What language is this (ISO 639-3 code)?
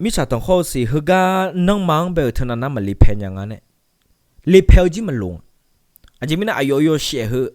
ahk